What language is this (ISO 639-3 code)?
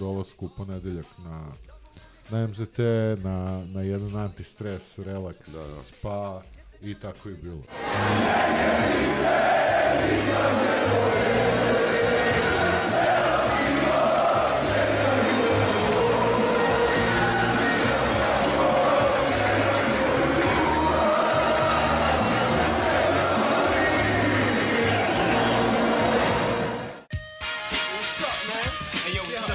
srp